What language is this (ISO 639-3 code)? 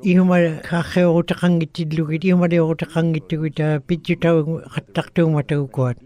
ikt